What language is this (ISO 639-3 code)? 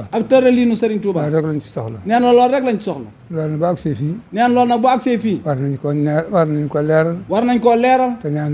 wol